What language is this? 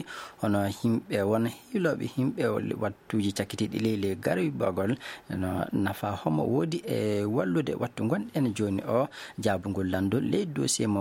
Fula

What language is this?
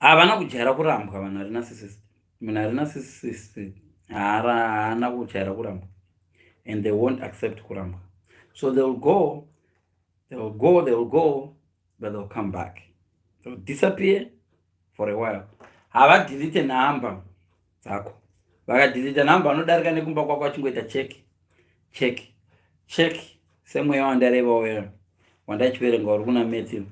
Shona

